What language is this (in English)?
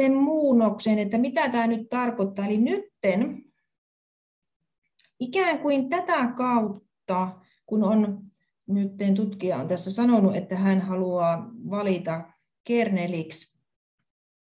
Finnish